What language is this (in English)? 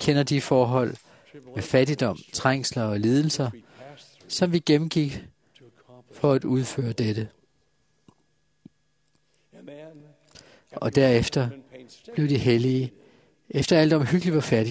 Danish